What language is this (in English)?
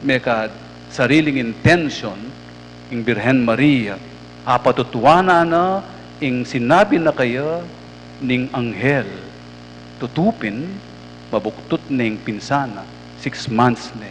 Pampanga